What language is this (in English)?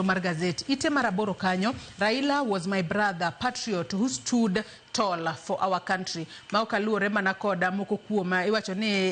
Luo (Kenya and Tanzania)